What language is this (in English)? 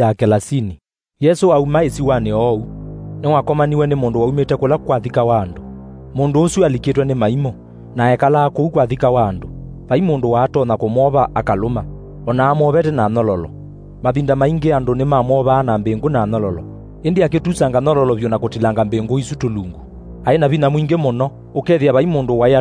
Kamba